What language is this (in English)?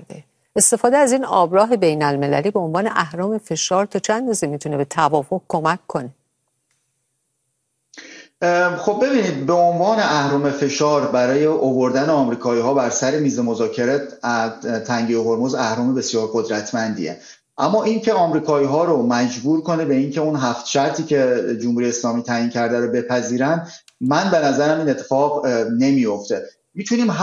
Persian